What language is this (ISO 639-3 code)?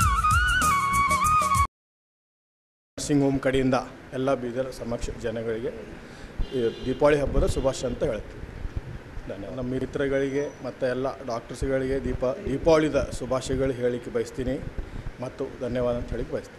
kan